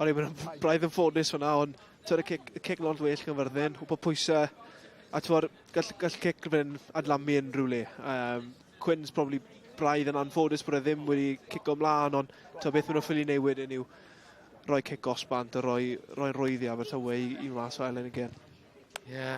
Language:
Welsh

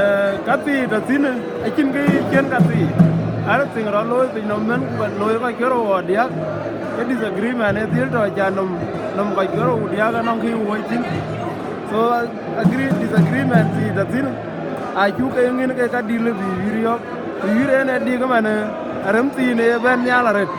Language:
Dinka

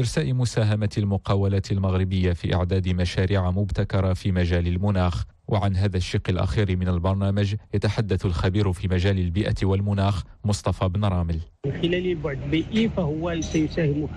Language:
Arabic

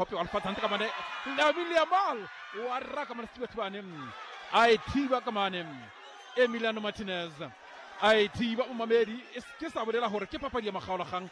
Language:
Southern Sotho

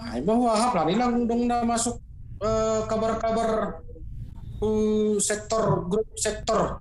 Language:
Batak Simalungun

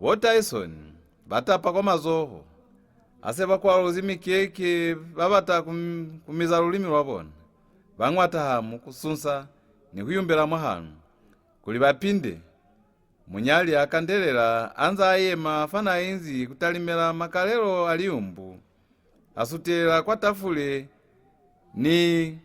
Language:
Lozi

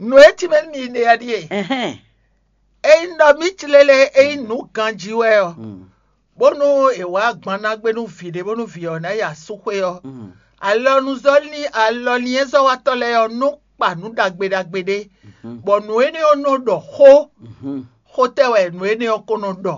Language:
Fon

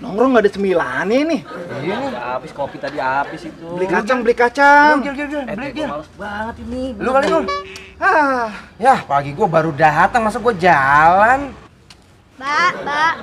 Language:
Betawi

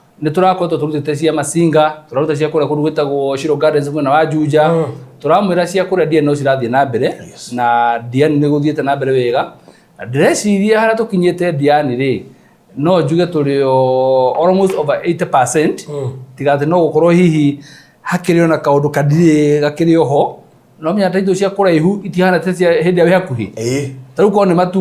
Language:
Kikuyu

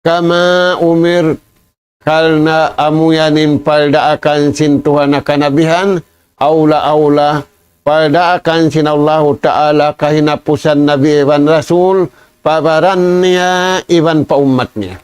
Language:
Tausug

